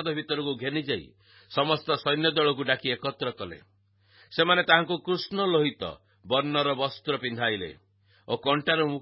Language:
Odia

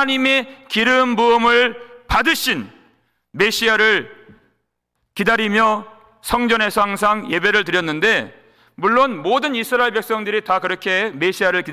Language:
Korean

